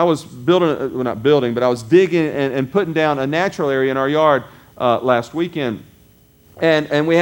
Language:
English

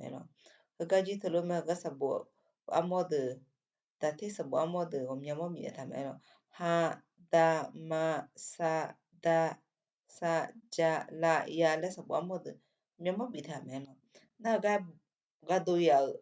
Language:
Akha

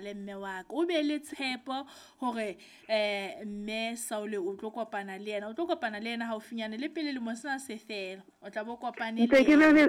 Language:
Southern Sotho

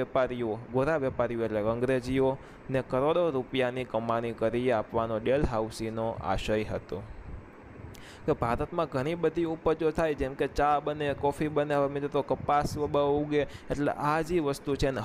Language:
Gujarati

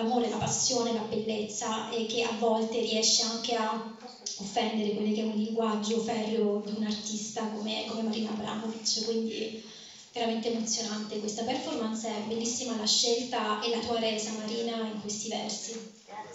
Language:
Italian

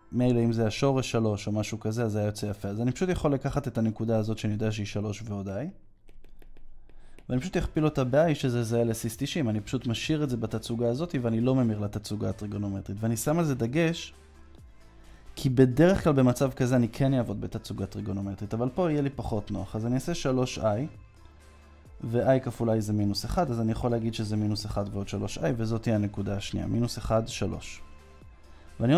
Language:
Hebrew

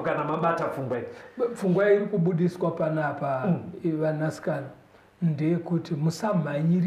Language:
Shona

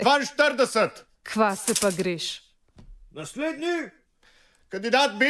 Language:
Slovenian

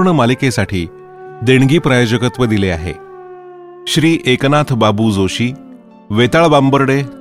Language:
Marathi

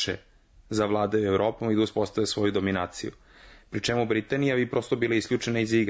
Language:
Serbian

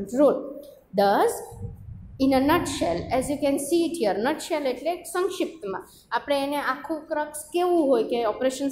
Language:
Gujarati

